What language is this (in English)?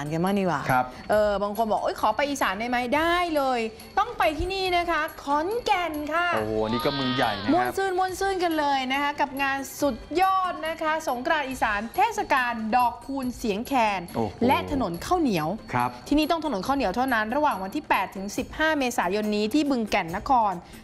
Thai